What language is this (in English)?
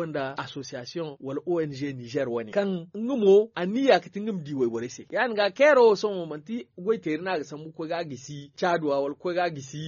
Zarma